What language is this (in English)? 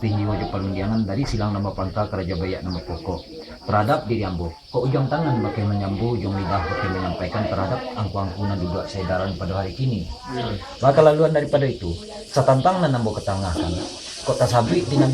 Minangkabau